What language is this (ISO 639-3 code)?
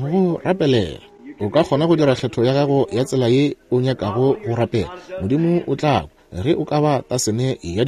nso